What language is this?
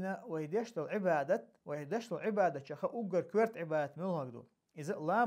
Chechen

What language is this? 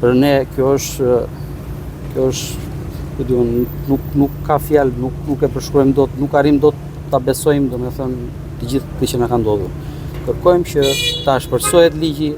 Albanian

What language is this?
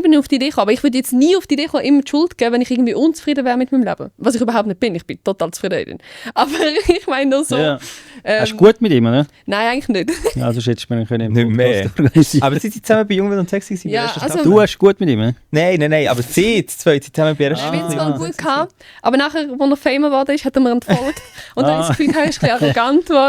Swiss German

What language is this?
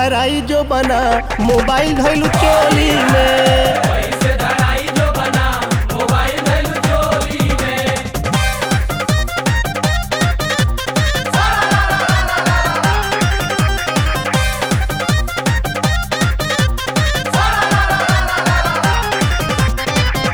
Bhojpuri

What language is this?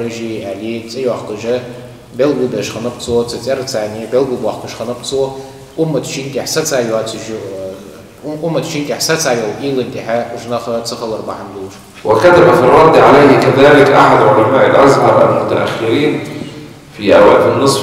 Ingush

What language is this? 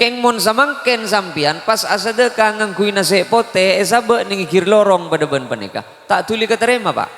Madurese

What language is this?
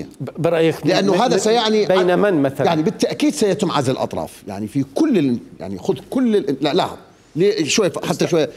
Mesopotamian Arabic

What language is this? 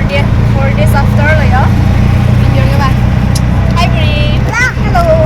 Karbi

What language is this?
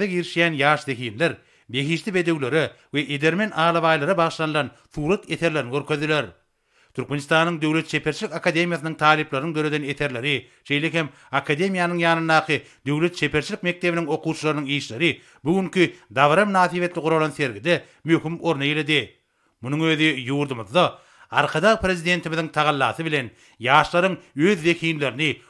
Turkmen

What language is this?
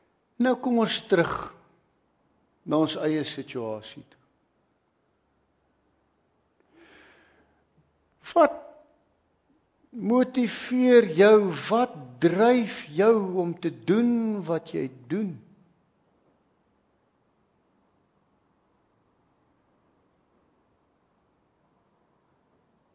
Afrikaans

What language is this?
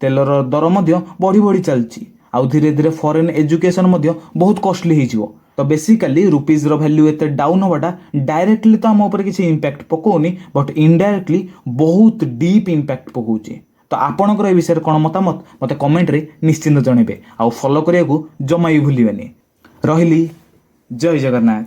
Odia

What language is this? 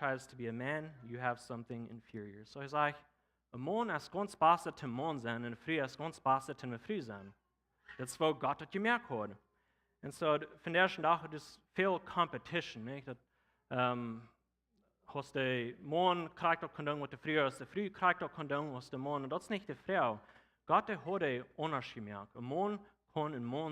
Plautdietsch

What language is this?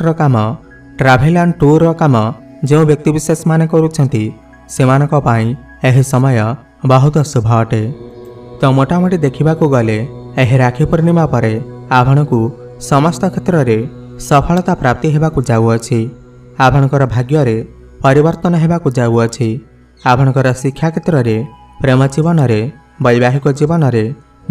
Odia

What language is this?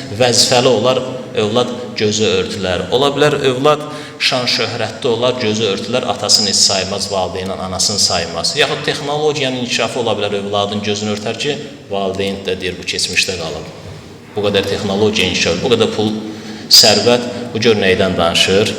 Azerbaijani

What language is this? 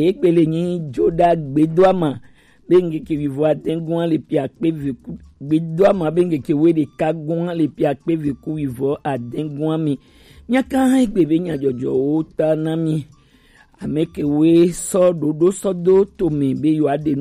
Gen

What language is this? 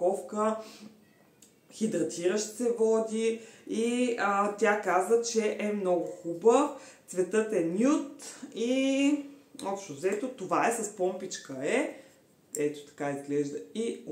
Bulgarian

